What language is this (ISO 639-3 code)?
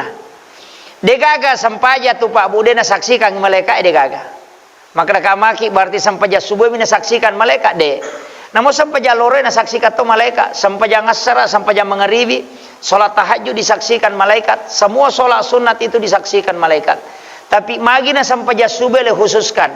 bug